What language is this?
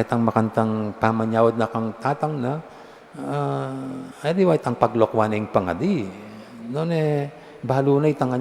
Pampanga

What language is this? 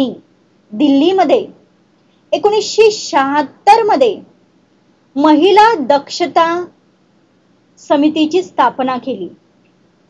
Marathi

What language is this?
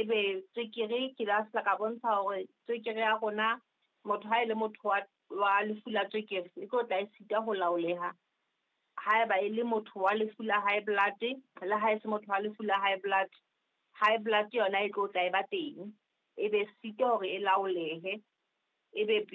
Southern Sotho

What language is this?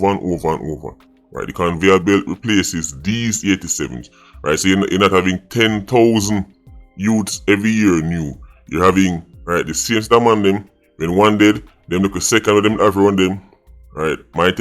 Jamaican Creole English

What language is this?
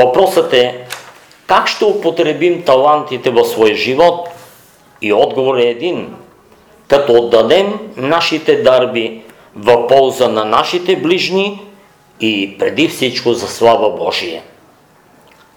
Bulgarian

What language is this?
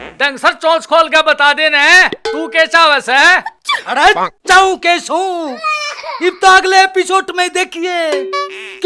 Haryanvi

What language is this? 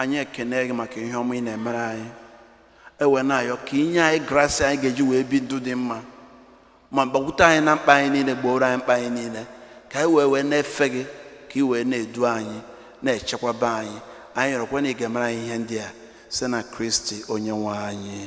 Igbo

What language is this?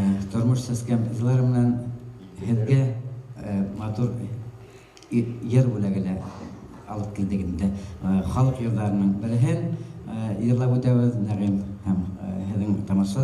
Bashkir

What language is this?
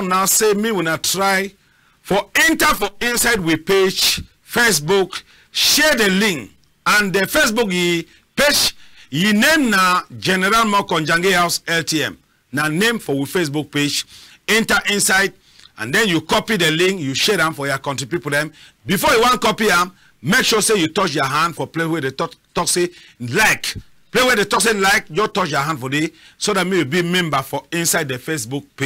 Cameroon Pidgin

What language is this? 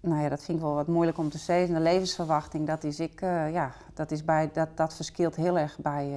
Western Frisian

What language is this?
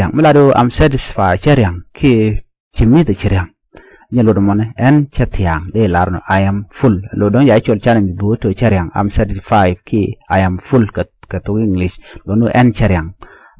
Nuer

